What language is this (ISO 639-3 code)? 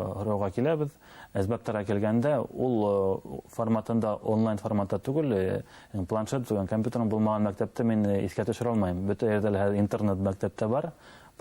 bak